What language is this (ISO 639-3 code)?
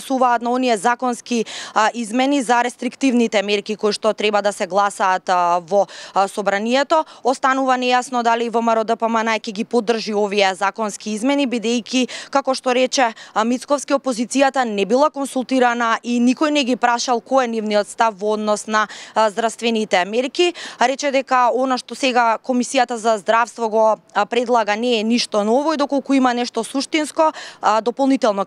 mkd